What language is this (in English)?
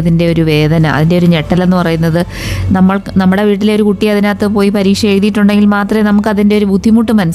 Malayalam